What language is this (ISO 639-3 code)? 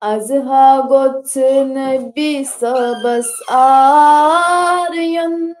kas